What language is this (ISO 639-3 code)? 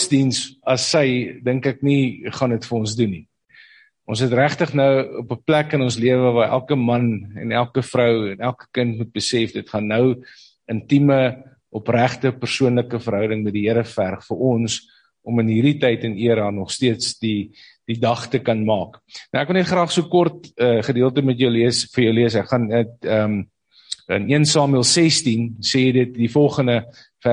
afr